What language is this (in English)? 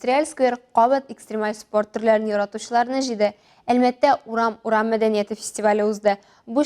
Tatar